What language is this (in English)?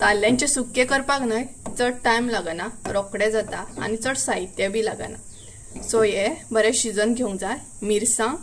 Konkani